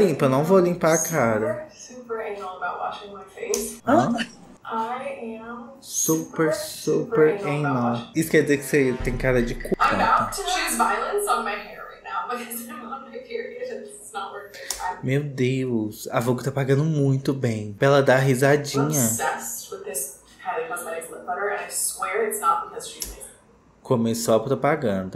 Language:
Portuguese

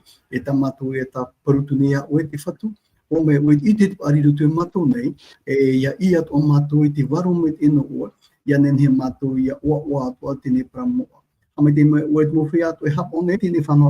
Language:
Tahitian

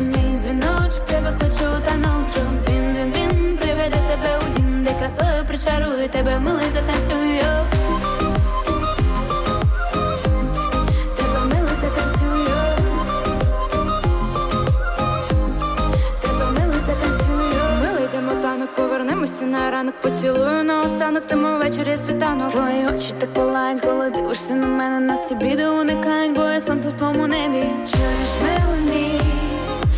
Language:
Ukrainian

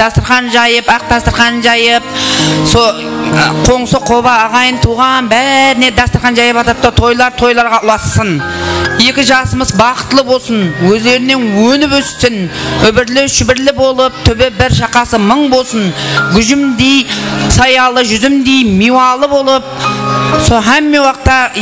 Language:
Kara-Kalpak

